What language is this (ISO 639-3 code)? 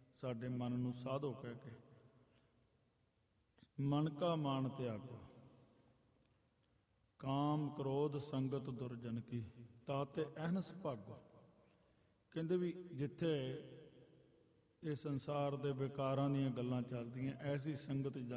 pan